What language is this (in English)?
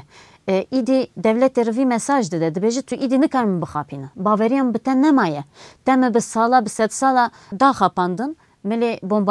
Kurdish